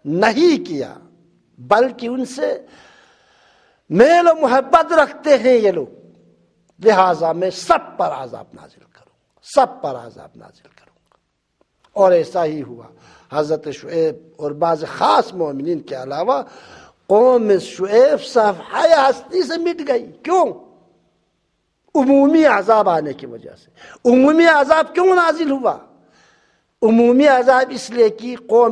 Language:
Urdu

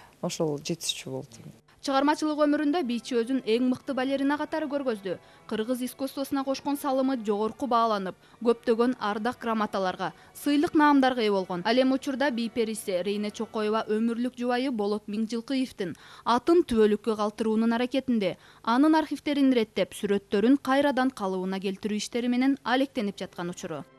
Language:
Kyrgyz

